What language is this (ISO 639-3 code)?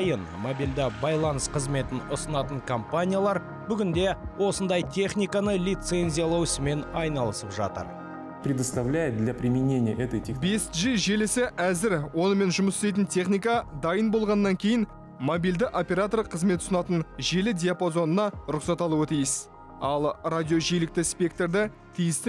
kaz